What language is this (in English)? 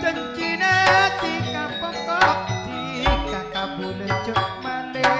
Madurese